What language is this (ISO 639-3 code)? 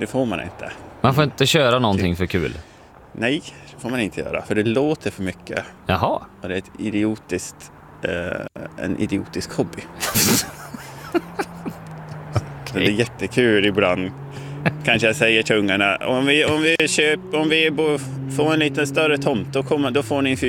swe